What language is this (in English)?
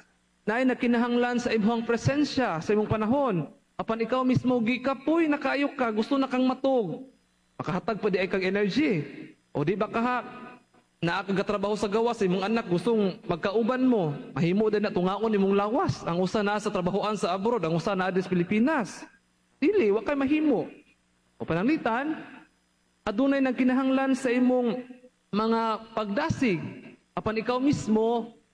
Cebuano